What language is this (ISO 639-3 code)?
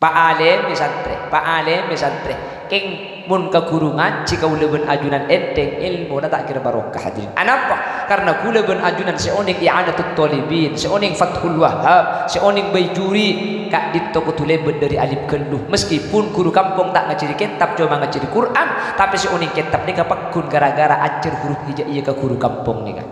mad